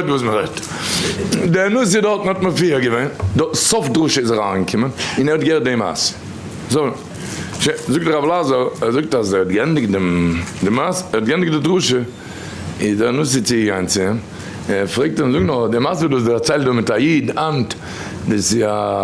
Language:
Yiddish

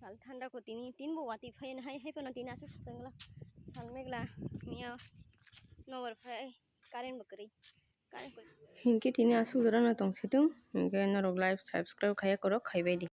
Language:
Kok Borok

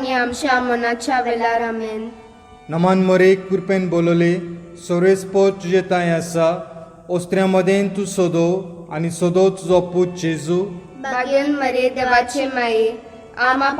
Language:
Konkani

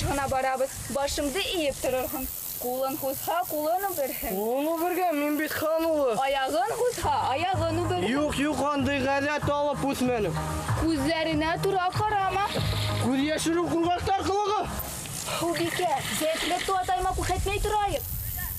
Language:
Bashkir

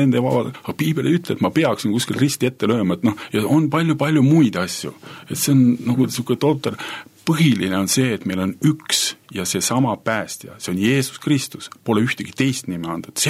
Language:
Estonian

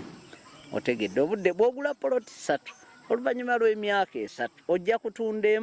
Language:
Ganda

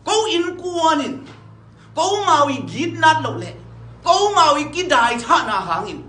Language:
Tedim Chin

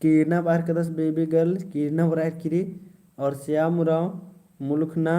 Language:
Kurukh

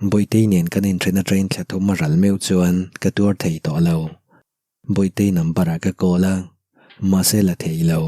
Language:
Mizo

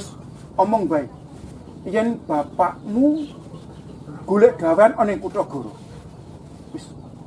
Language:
Javanese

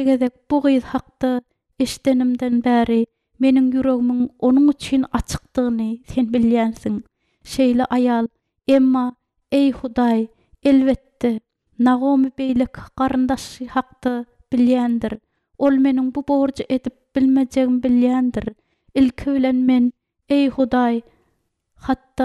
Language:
Turkmen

